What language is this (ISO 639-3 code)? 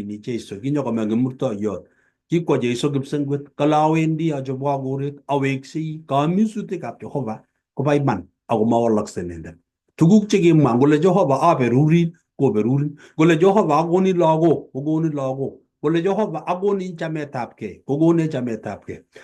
kln